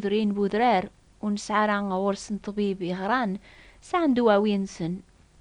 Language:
Kabyle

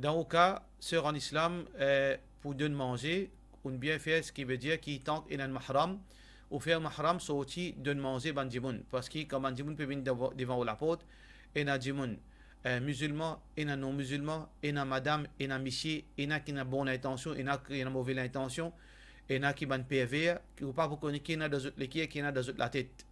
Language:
Morisyen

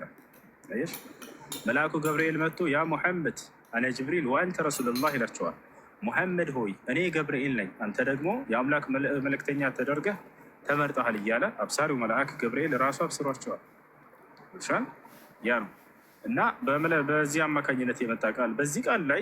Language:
Amharic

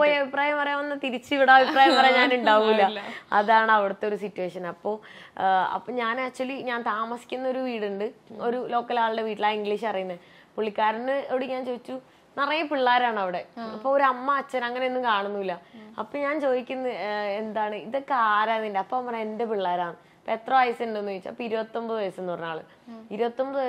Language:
Malayalam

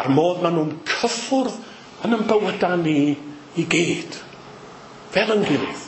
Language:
Welsh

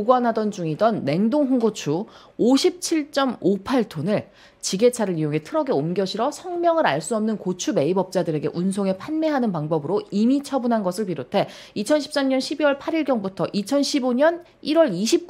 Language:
Korean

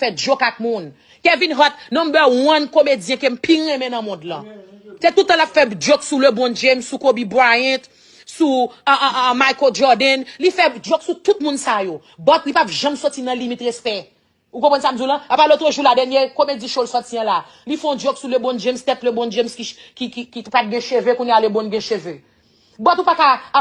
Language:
Haitian Creole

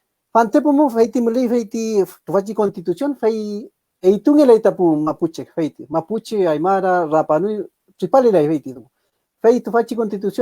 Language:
Mapuche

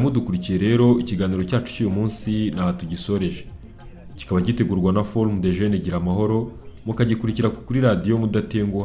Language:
Kinyarwanda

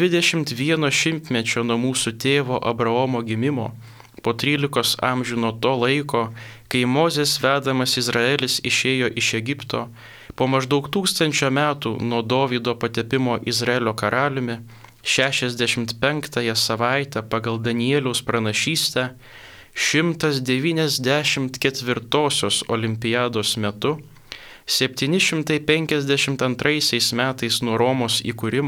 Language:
Lithuanian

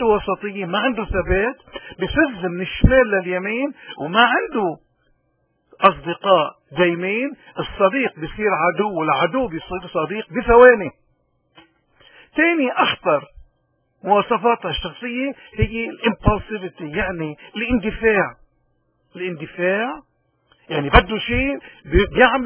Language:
North Levantine Arabic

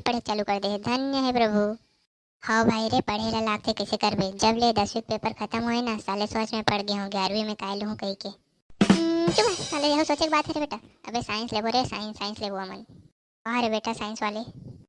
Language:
Chhattisgarhi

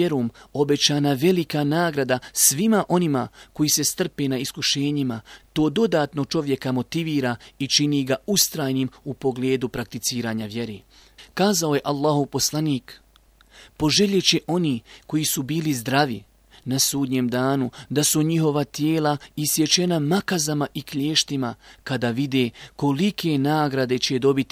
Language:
Bosnian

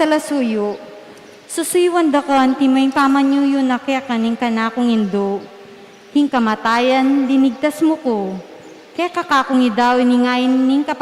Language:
Pampanga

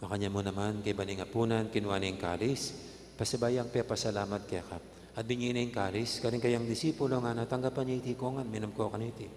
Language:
Pampanga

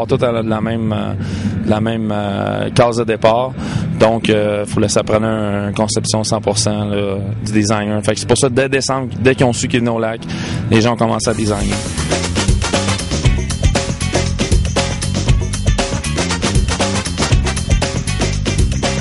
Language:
French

